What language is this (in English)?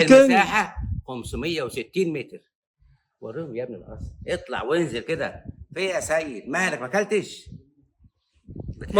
Egyptian Arabic